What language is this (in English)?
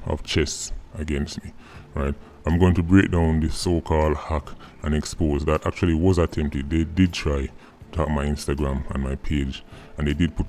Jamaican Creole English